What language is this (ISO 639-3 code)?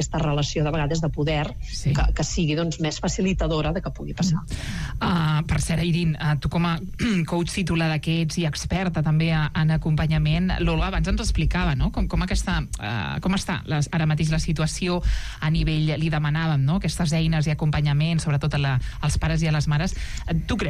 cat